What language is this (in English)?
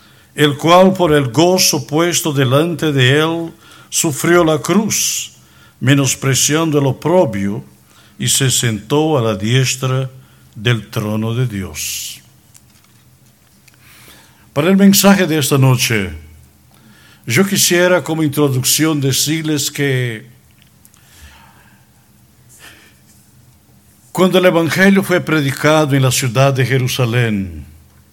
Spanish